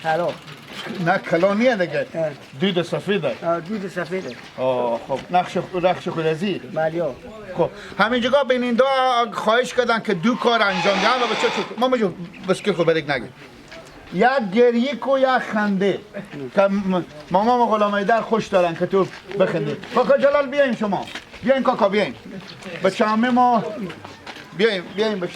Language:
Hazaragi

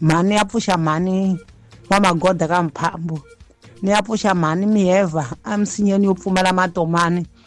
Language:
Tsonga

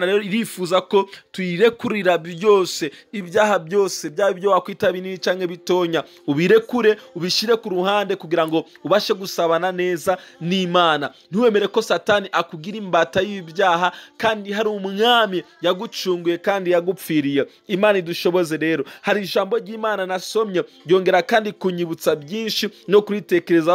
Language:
Kinyarwanda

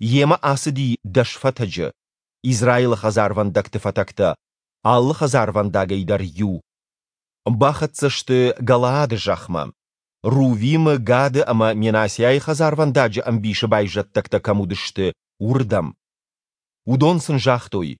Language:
Ossetic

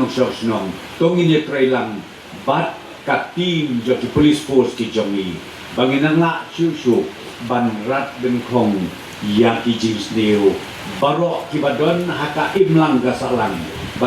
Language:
Khasi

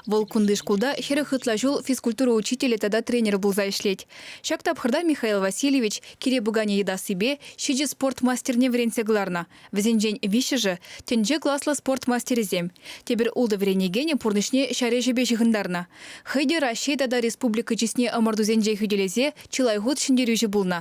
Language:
Chuvash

